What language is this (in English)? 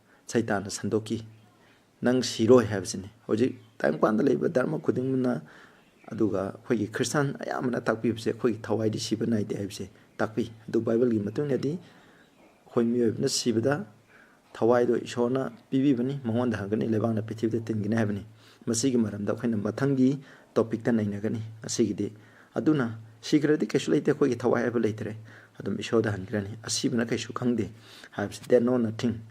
Manipuri